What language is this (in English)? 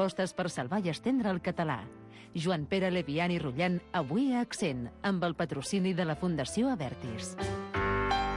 Catalan